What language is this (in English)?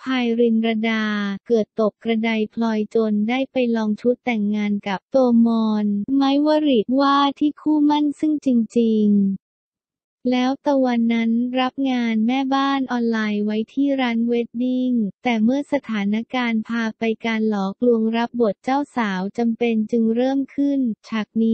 Thai